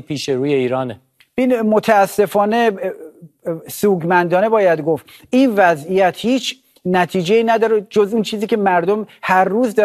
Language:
Persian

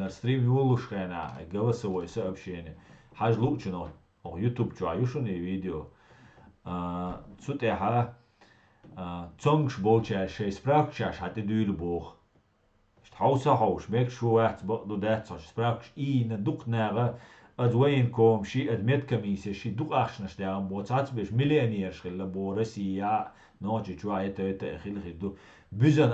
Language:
Chechen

